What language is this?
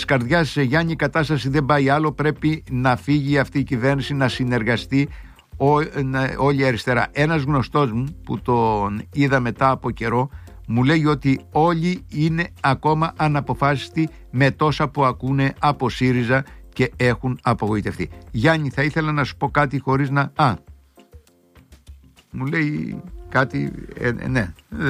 Greek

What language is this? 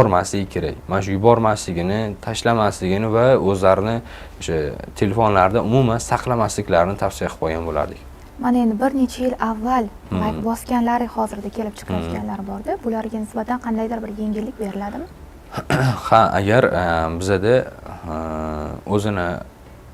Uzbek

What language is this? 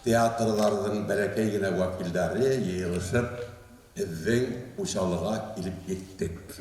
Bashkir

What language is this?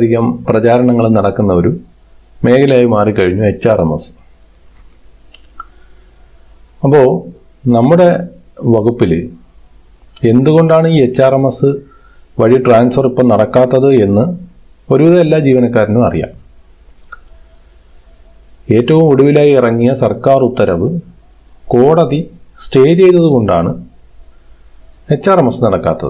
Malayalam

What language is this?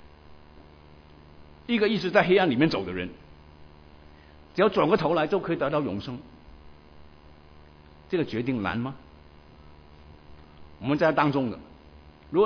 Chinese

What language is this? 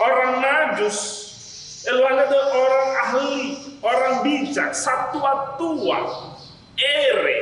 Nias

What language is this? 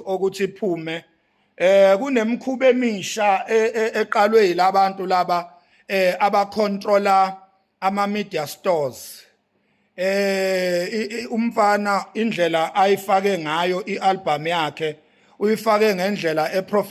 Zulu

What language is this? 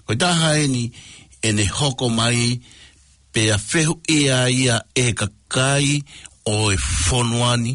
Tongan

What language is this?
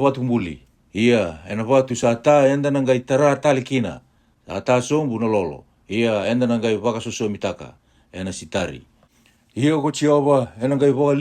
Fijian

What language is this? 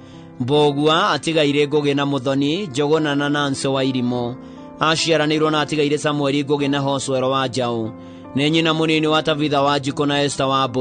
Kikuyu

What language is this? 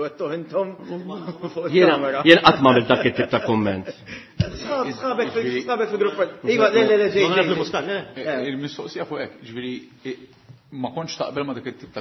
Maltese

